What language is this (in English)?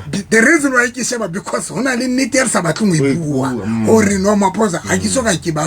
Southern Sotho